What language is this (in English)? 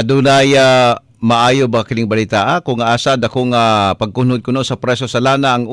Cebuano